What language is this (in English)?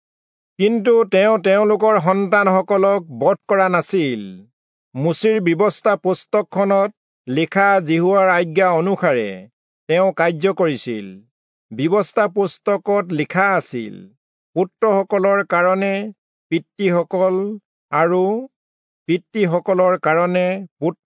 Assamese